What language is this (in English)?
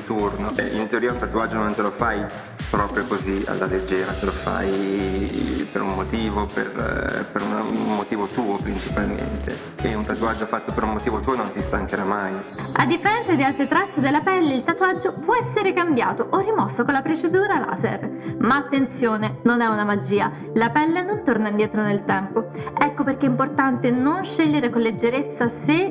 Italian